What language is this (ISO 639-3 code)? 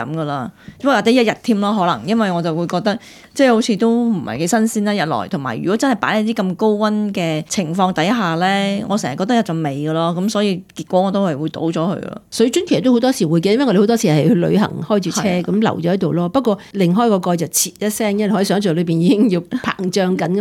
yue